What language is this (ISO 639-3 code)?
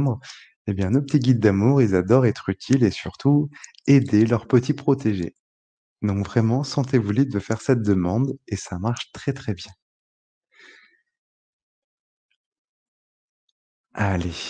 fra